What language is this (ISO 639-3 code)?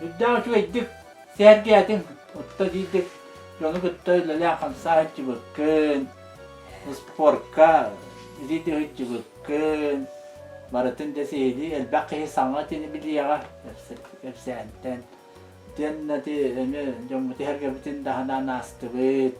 sah